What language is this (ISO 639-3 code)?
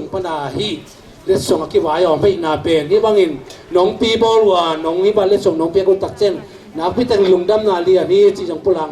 ctd